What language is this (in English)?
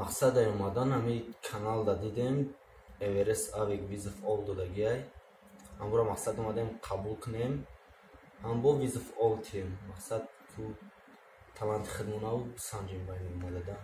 Tajik